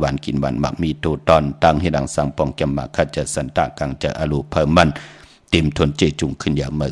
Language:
Shan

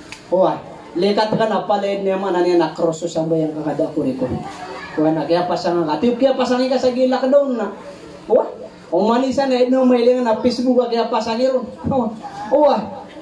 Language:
Maranao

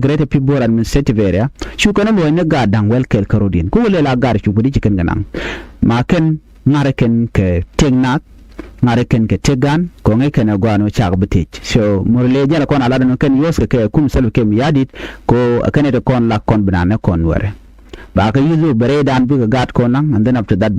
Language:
Nuer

